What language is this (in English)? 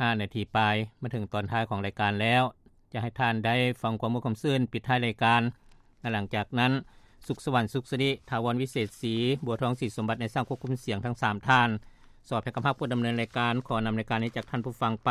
Lao